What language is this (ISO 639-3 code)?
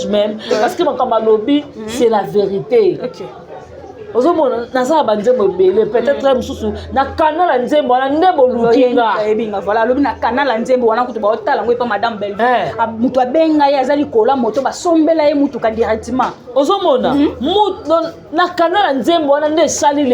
lin